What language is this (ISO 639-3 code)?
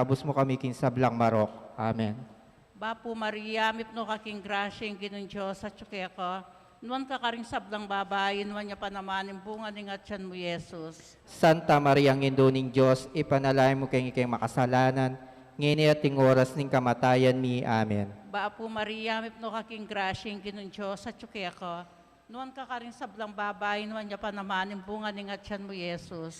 pam